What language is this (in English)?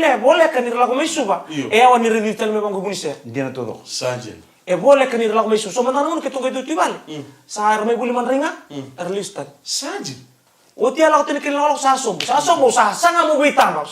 Fijian